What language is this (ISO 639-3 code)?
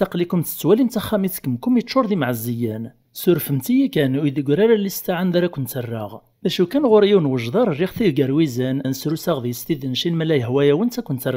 kab